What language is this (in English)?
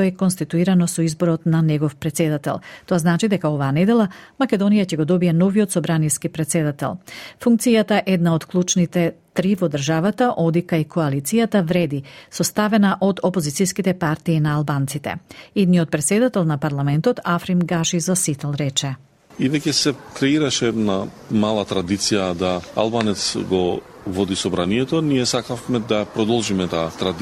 Macedonian